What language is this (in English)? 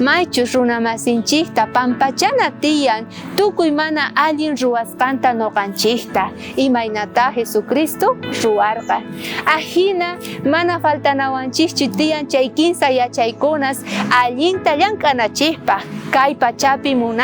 South Bolivian Quechua